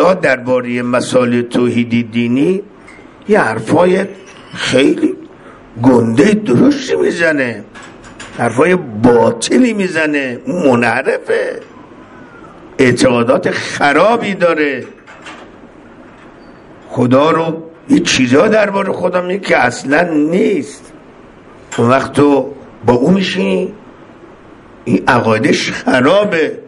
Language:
Persian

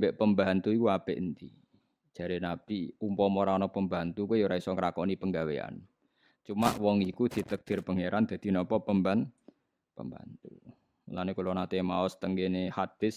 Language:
Javanese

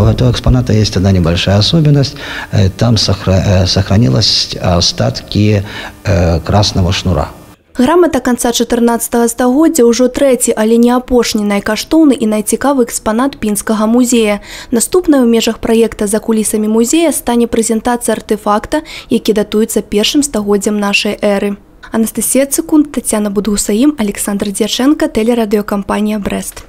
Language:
Belarusian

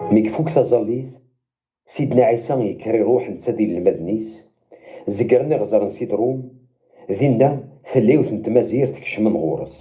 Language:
Kabyle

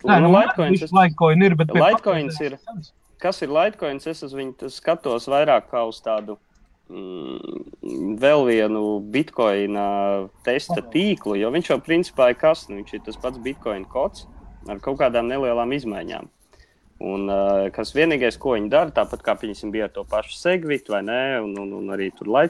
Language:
Latvian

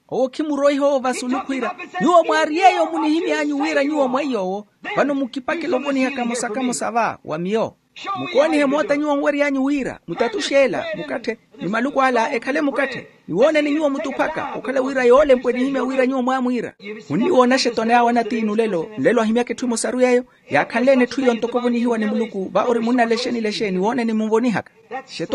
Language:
Makhuwa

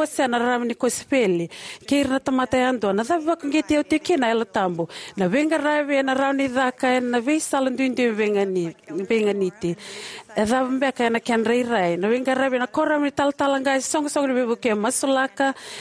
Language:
Fijian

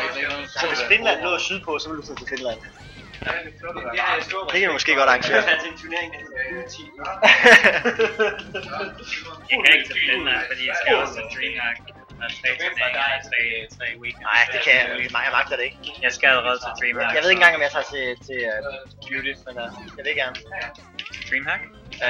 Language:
Danish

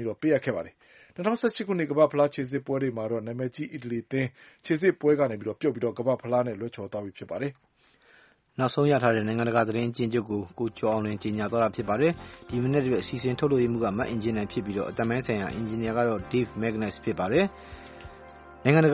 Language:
Burmese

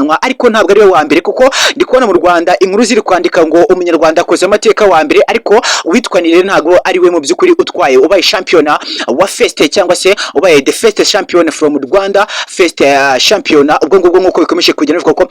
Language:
Kinyarwanda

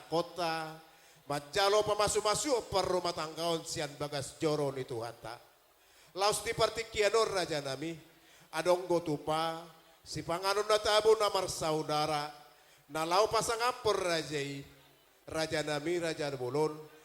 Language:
Batak Toba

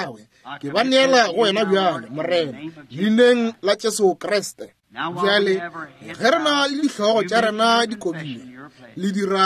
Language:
Northern Sotho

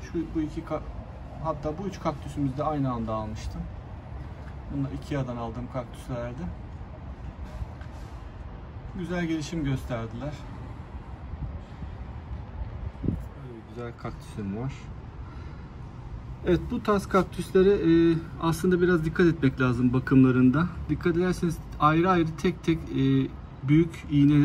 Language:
Turkish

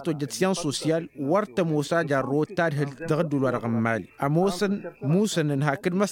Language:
Tamasheq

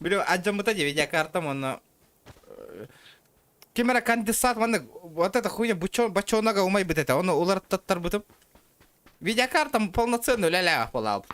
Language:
Yakut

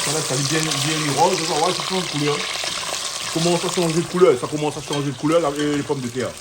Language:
Réunion Creole French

